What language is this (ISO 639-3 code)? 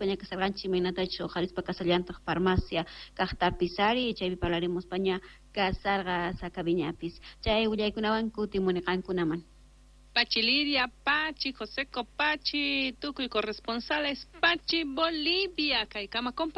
que